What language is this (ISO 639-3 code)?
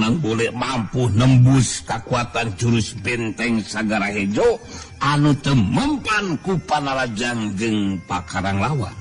sun